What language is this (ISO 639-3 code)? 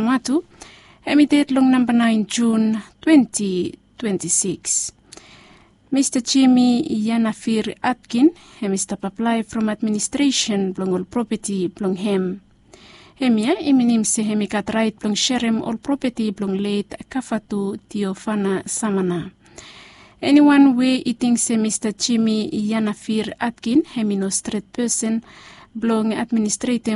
bis